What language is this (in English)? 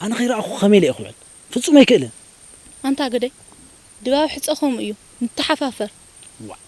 Tigrinya